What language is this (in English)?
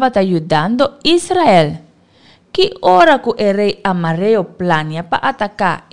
Papiamento